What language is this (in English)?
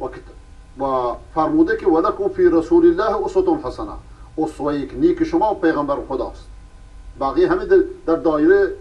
Persian